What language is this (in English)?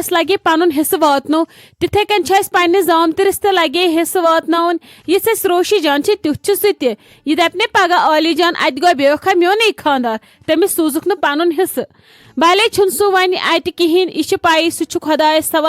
Kashmiri